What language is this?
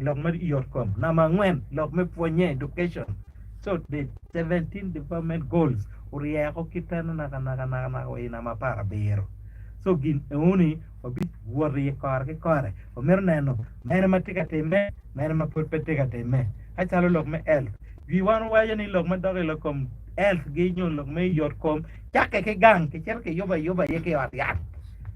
Acoli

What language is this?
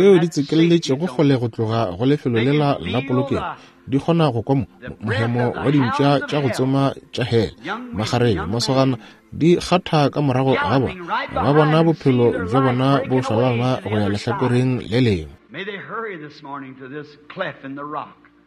Northern Sotho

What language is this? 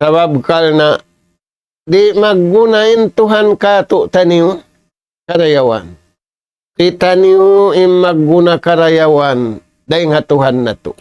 Tausug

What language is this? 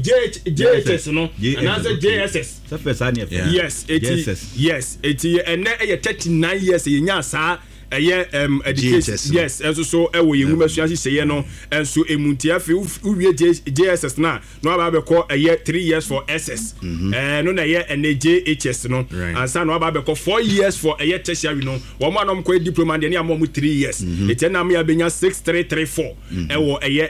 Akan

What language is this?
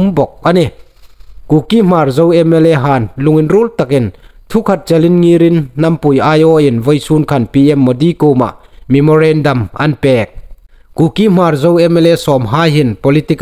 Hmar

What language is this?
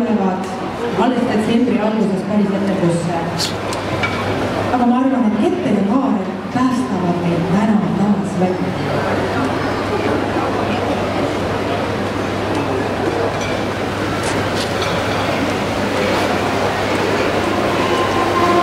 Estonian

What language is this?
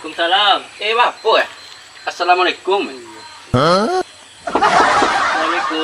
Minangkabau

